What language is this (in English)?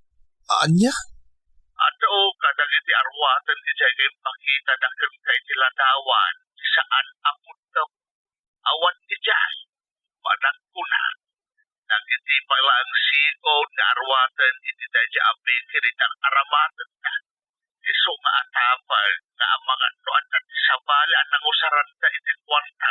Iloko